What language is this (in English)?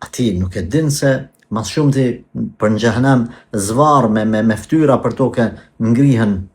Albanian